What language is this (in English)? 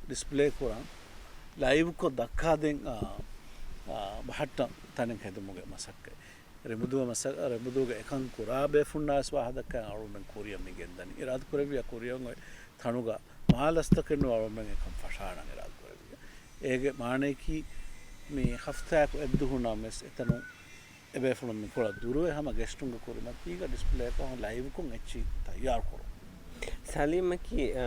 Divehi